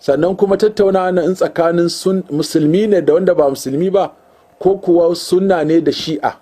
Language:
Hausa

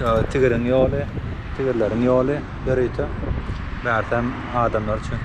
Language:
Turkmen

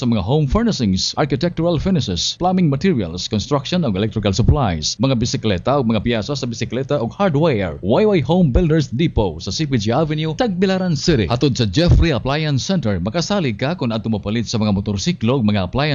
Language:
Cebuano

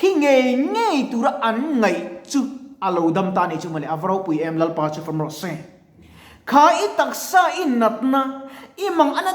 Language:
Mizo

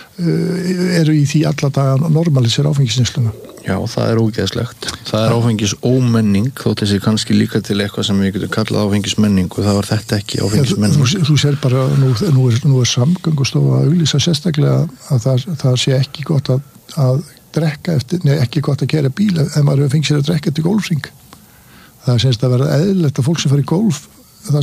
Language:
Icelandic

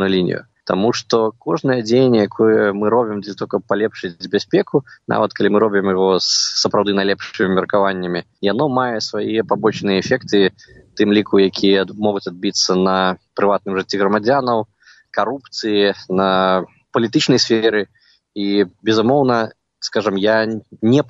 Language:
Belarusian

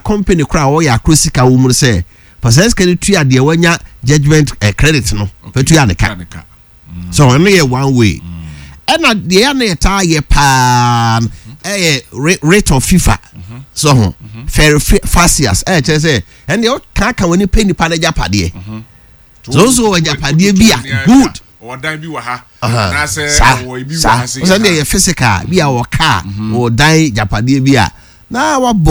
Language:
Akan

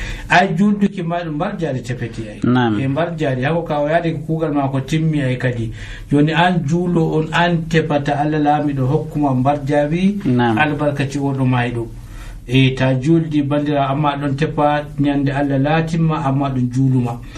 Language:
Nigerian Fulfulde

